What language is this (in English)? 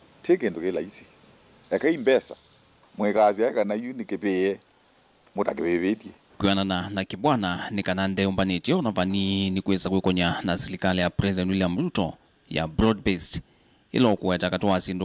Kamba